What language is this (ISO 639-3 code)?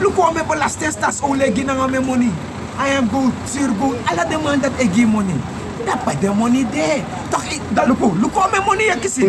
srn